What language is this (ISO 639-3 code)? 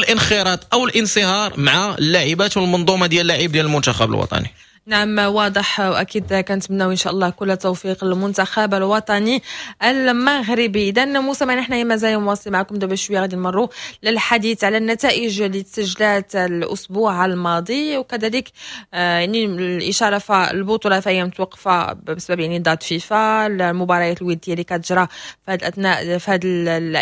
ary